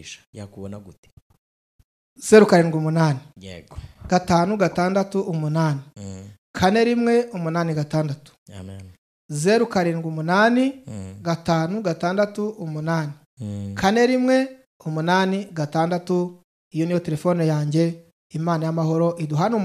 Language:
Kinyarwanda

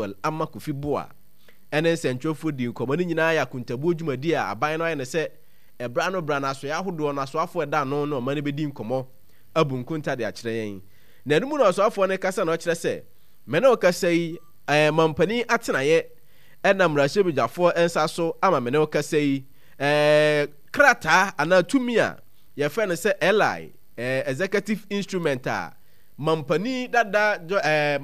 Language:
Akan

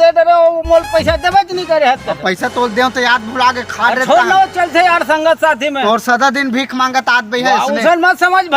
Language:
Chhattisgarhi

